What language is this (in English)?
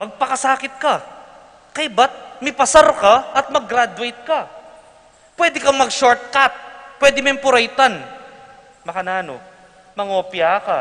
Pampanga